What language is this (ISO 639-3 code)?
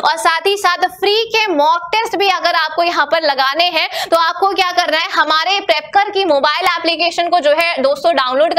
hin